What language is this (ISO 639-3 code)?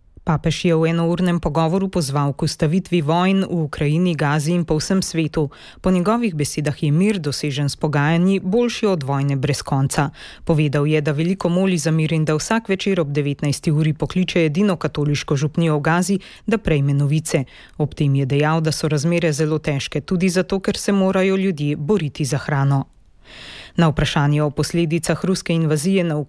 slv